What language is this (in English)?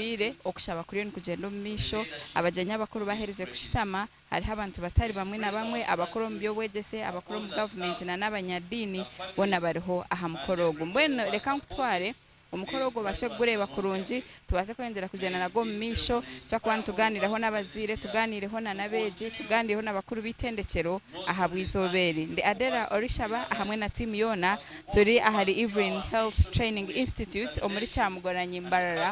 Nyankole